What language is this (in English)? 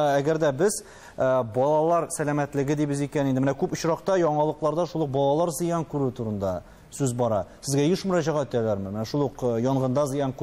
Tatar